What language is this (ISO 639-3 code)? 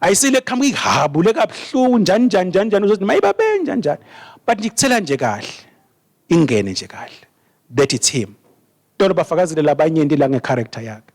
ssw